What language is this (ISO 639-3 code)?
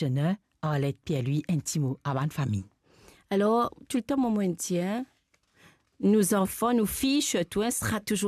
mfe